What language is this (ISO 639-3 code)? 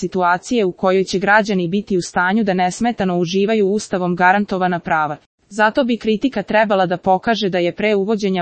srp